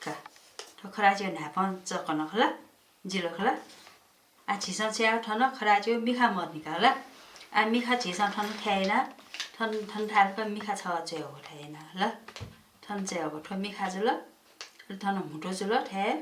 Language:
Newari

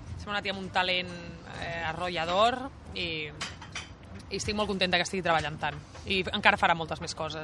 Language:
Catalan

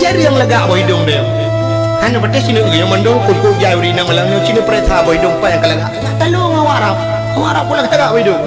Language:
Achinese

